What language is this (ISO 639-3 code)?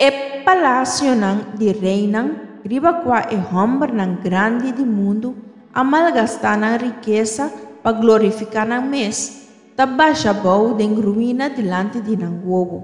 pap